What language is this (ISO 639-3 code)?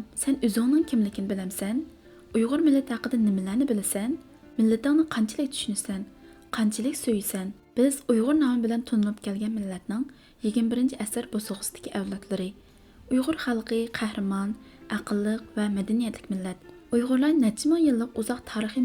uig